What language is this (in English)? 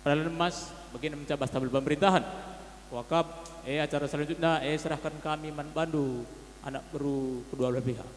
Batak Karo